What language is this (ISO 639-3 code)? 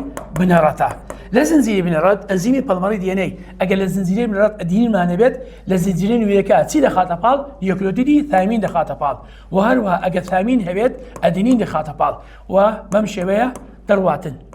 ckb